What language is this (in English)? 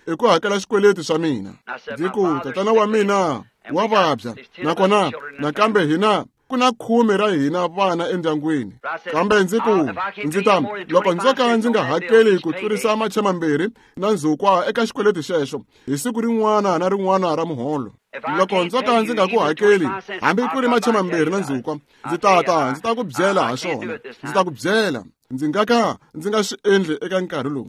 Tsonga